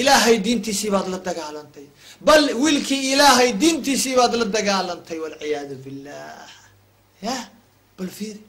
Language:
Somali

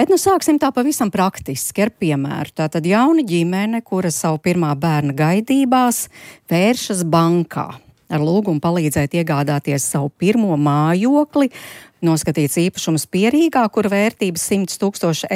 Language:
Latvian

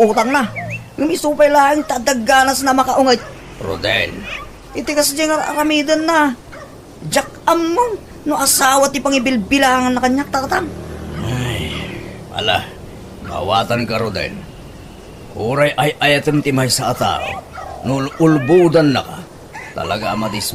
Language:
Iloko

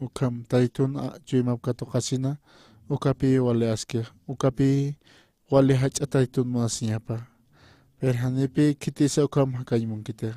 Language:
Aymara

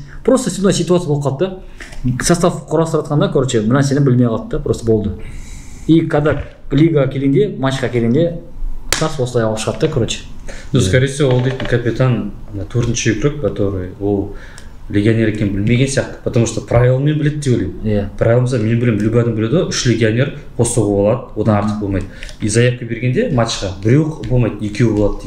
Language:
Kazakh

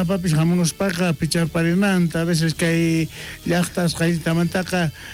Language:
South Bolivian Quechua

